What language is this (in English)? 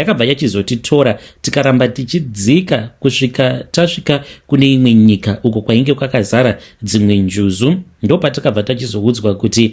Shona